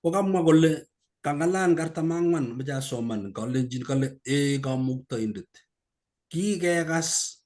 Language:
Kalenjin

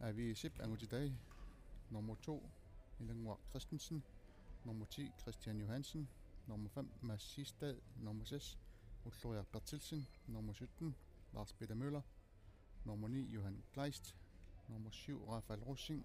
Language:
Kalaallisut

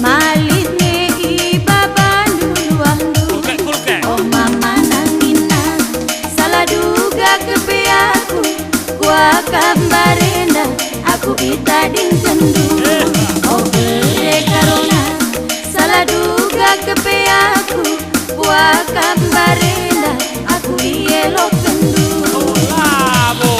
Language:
Batak Karo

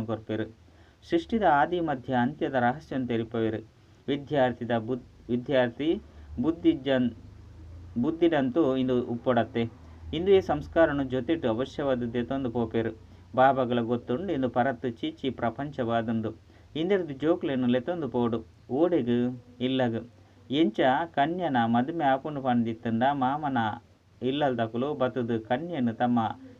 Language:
Tulu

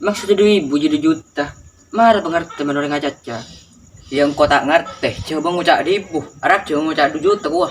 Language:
Madurese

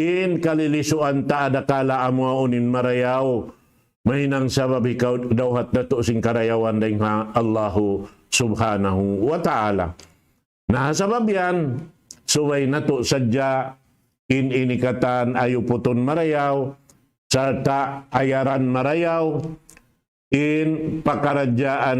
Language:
Tausug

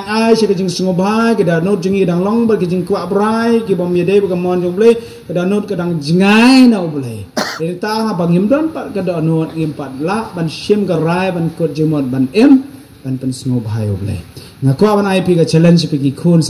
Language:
Khasi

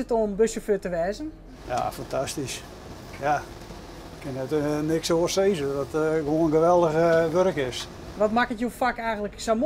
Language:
Western Frisian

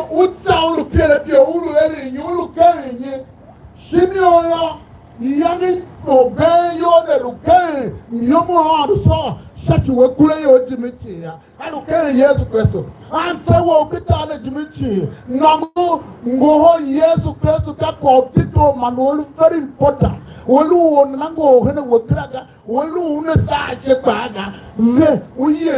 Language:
Tiv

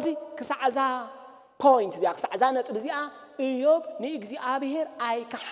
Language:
Tigrinya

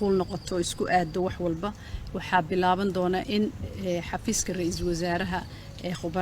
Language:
Somali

